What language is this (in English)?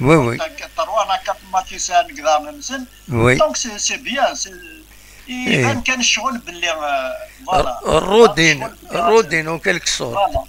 Algerian Arabic